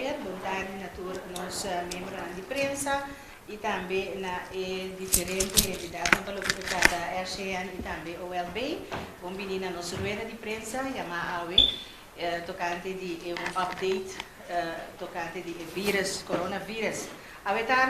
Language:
Papiamento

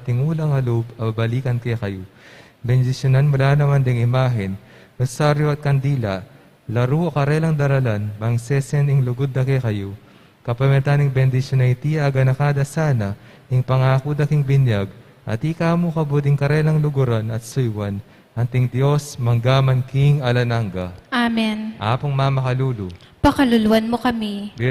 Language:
Pampanga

